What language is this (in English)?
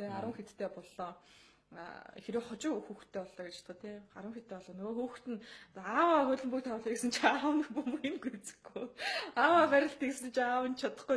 Mongolian